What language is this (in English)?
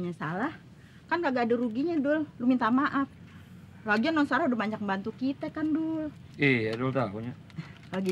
Betawi